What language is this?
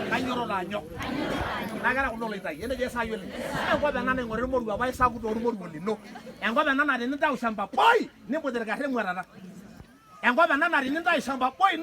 Masai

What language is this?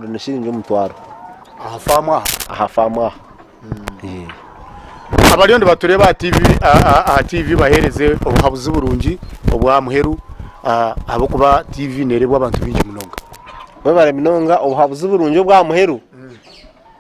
Nyankole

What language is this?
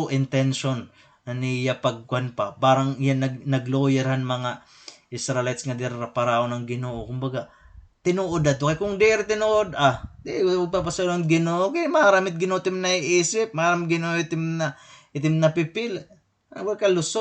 Waray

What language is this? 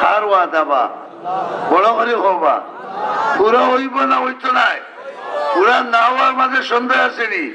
Sylheti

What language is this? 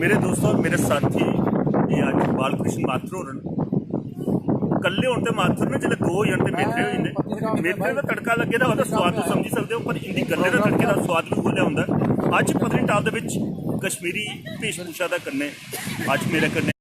Dogri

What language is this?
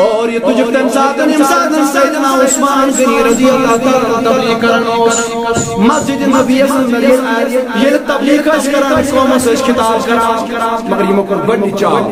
Kashmiri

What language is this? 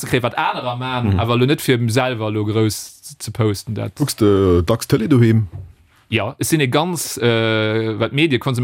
Luxembourgish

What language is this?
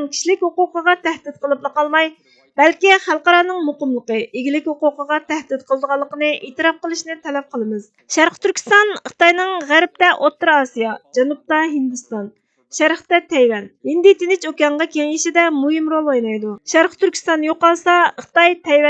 Uyghur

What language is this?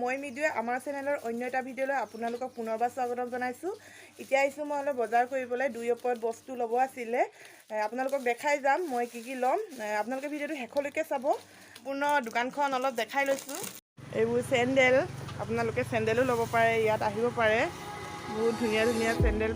Assamese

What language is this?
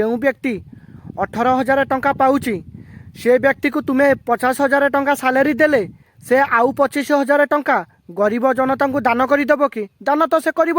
Odia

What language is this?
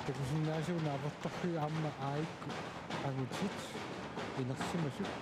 Kalaallisut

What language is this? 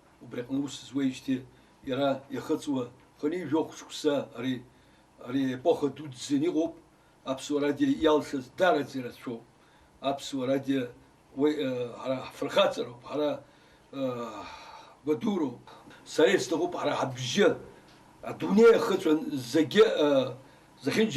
Abkhazian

